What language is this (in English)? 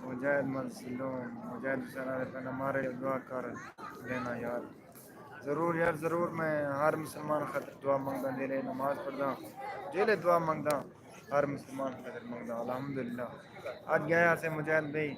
Saraiki